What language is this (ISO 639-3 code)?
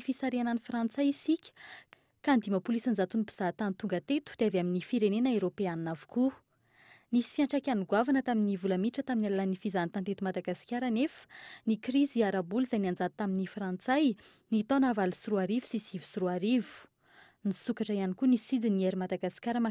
mlg